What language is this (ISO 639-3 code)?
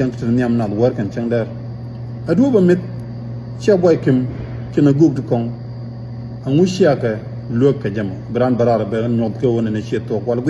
nus